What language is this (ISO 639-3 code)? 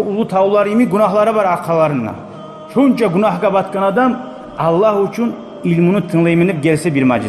kum